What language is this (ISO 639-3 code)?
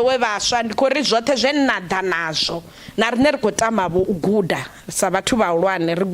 ven